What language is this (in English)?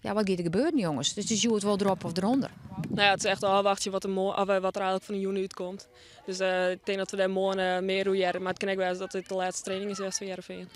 Western Frisian